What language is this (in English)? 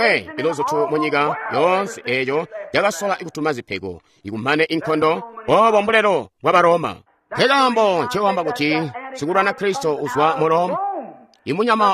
Tonga (Zambia)